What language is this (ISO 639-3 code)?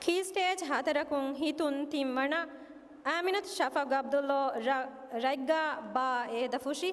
div